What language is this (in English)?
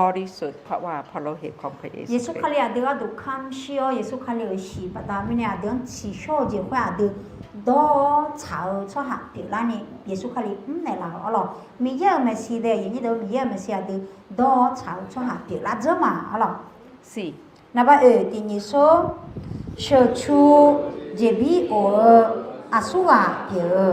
Akha